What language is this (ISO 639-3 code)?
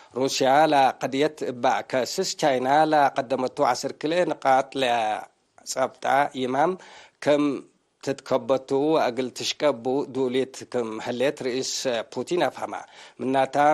tig